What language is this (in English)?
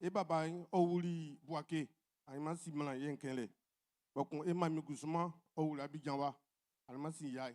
Baoulé